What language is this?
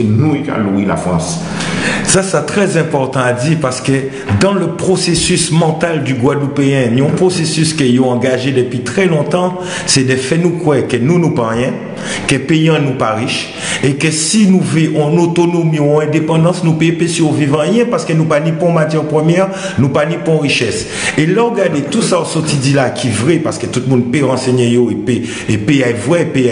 Guadeloupean Creole French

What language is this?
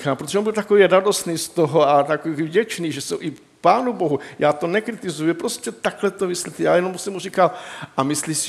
Czech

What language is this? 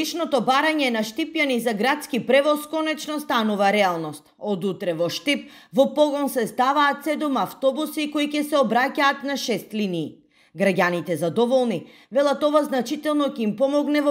Macedonian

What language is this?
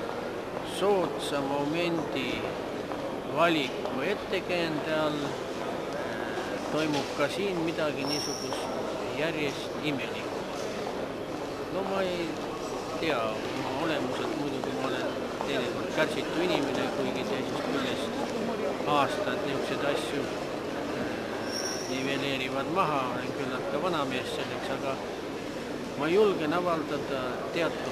Estonian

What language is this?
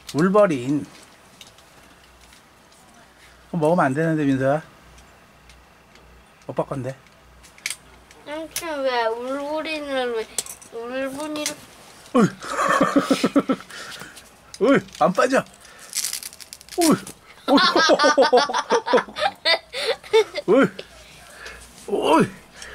Korean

